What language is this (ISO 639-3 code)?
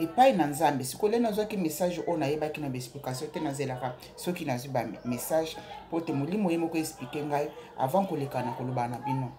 lin